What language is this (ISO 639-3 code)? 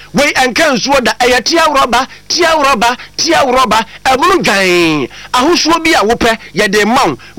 aka